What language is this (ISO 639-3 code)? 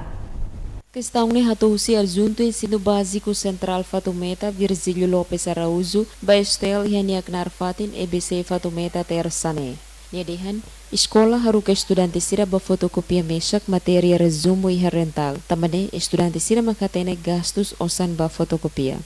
tet